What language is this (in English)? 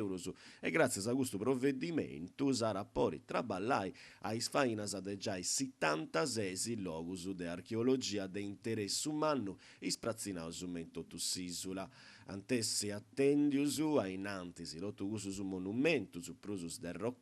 Sardinian